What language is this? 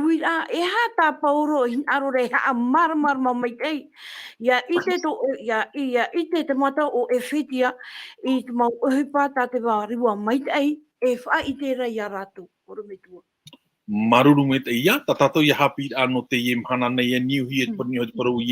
Tahitian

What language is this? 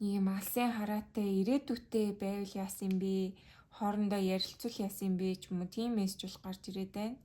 Mongolian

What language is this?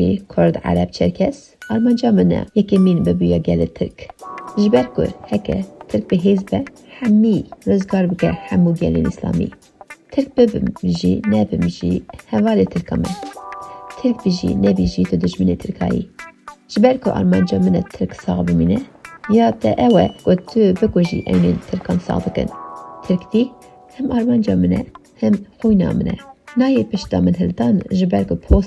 Kurdish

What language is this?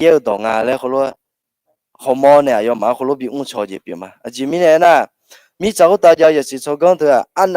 Akha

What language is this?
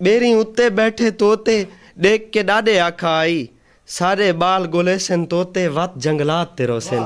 Saraiki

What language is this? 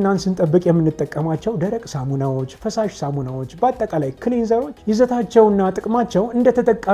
Amharic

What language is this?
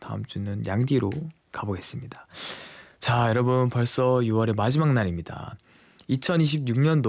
Korean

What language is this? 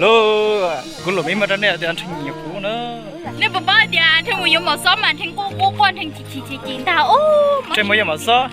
Hmong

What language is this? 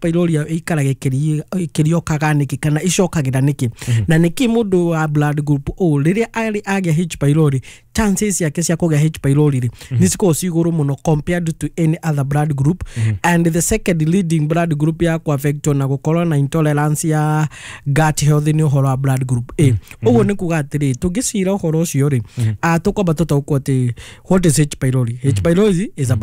Kikuyu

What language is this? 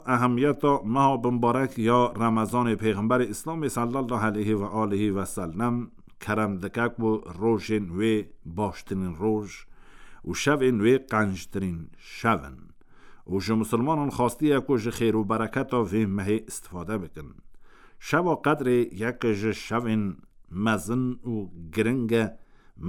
Kurdish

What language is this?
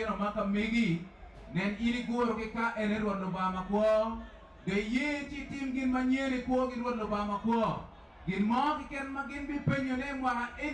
Acoli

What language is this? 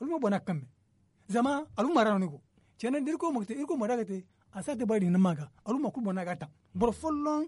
Zarma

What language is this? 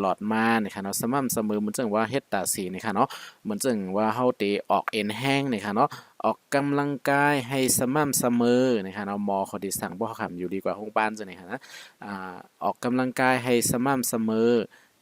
Shan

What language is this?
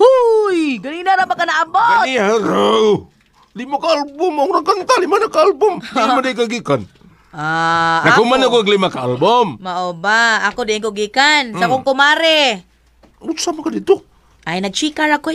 Cebuano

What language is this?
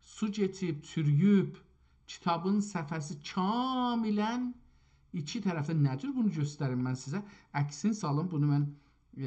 South Azerbaijani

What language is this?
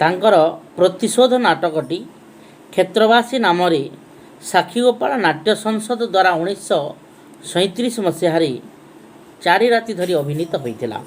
Odia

